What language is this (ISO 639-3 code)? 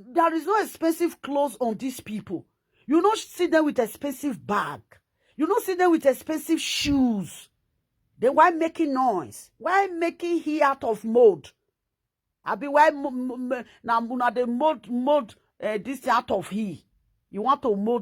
pcm